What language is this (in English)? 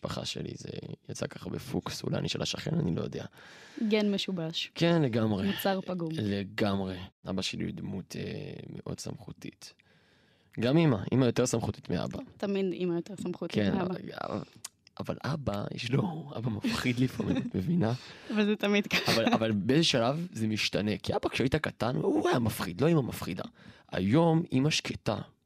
Hebrew